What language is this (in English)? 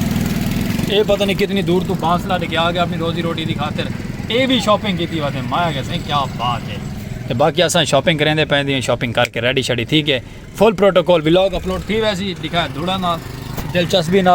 Saraiki